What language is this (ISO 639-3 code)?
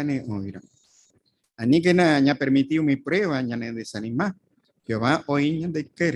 grn